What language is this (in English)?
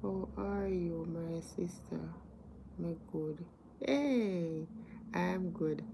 Jamaican Creole English